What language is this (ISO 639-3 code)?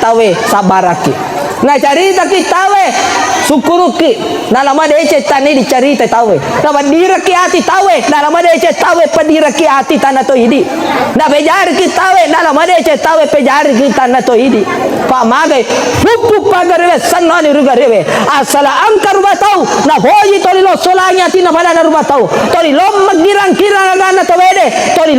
bug